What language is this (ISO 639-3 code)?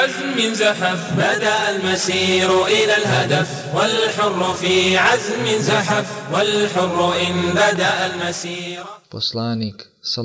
bos